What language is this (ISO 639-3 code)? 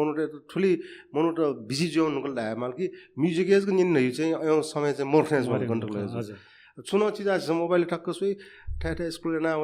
new